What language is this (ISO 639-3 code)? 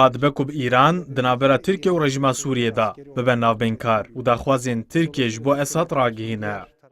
kur